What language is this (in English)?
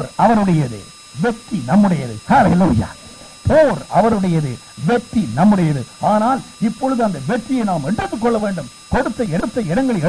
Tamil